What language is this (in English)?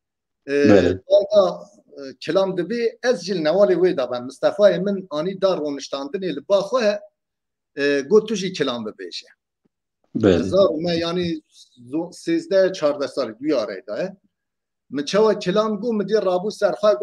Kurdish